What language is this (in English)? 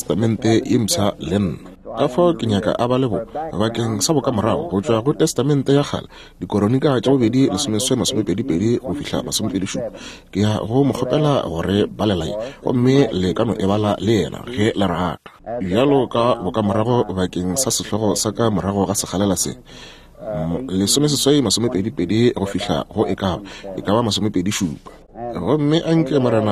Northern Sotho